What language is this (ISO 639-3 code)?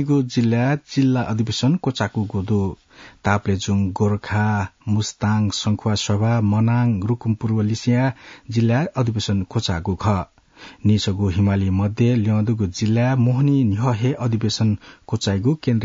new